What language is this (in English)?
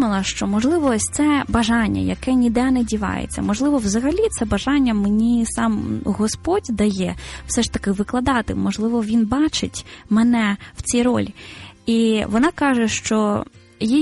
Ukrainian